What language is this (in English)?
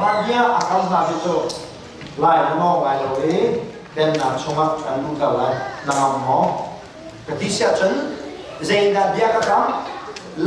Hakha Chin